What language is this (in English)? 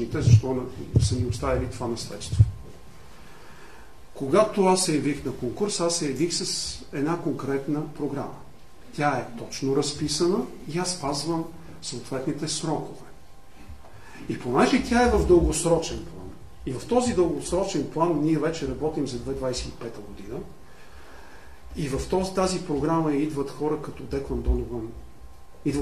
Bulgarian